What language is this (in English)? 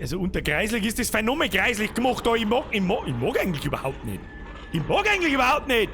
Bavarian